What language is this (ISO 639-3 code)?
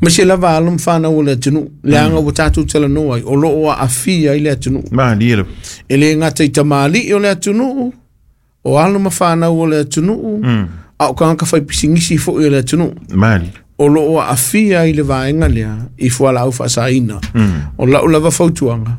smo